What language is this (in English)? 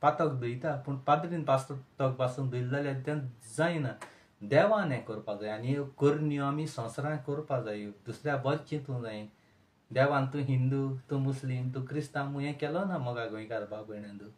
Konkani